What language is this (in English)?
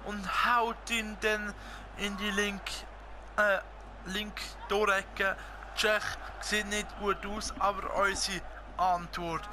Swiss German